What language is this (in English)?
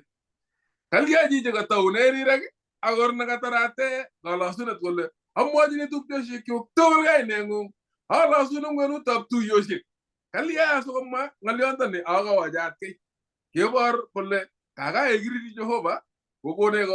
Kalenjin